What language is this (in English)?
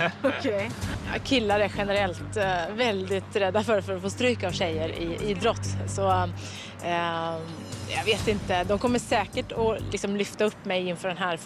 Swedish